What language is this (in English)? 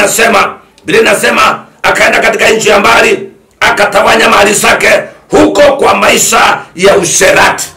Swahili